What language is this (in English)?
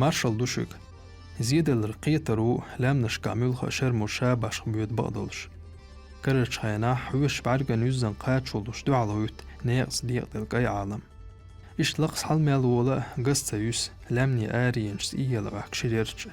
Chechen